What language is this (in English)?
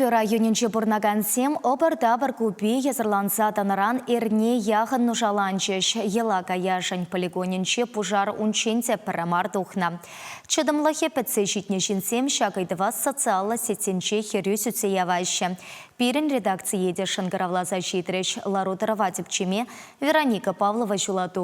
Chuvash